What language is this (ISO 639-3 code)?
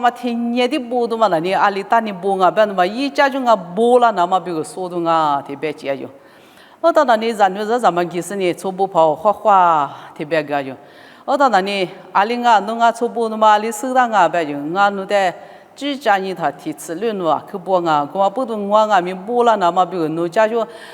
lis